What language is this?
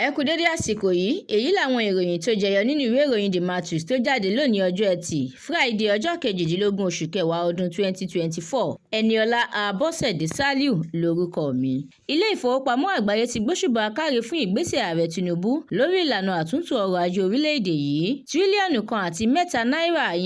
Yoruba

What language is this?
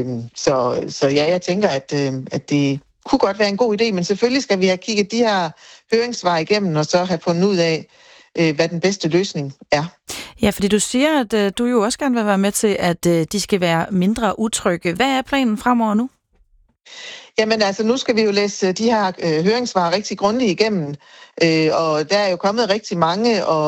Danish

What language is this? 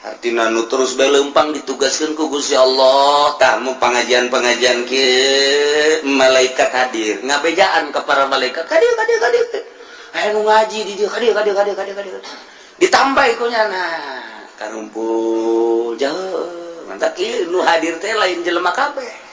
Sundanese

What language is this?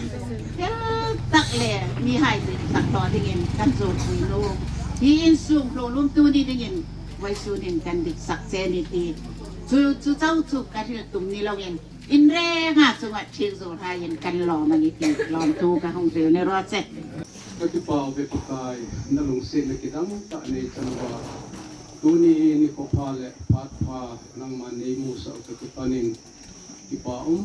Hmar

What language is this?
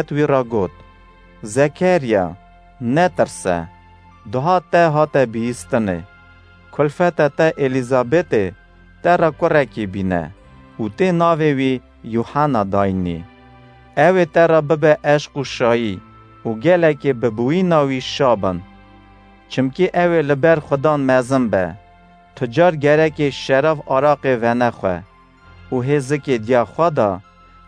Kurdish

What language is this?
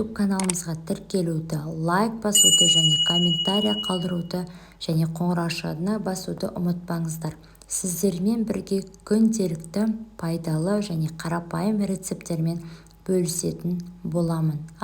Kazakh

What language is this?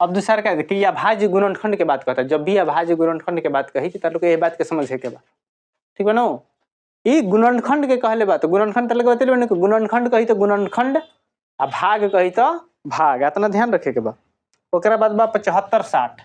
Bhojpuri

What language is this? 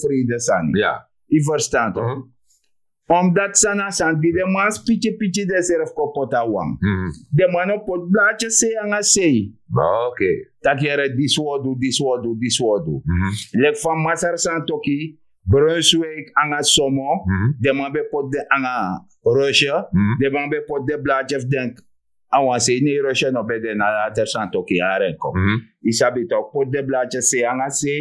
Sranan Tongo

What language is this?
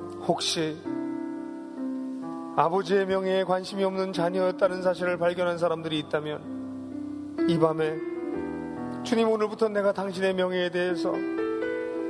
Korean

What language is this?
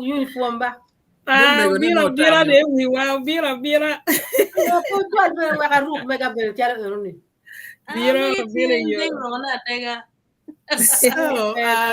Acoli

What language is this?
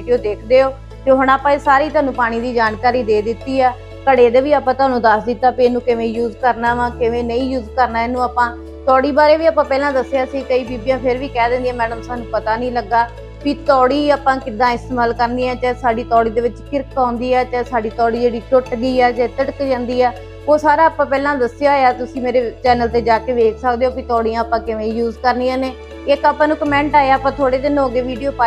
Punjabi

